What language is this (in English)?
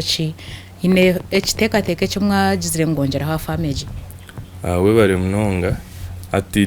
Nyankole